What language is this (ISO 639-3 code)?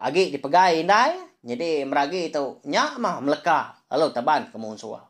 iba